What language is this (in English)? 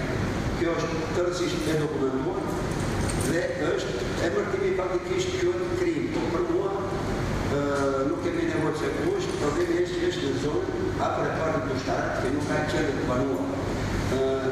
Albanian